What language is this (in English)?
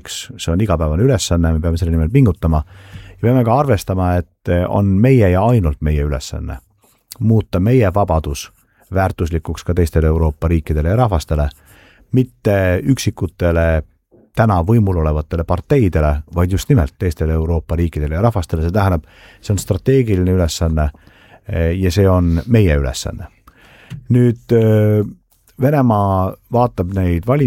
Estonian